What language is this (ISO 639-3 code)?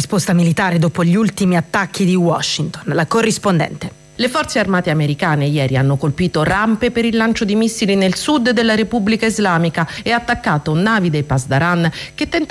ita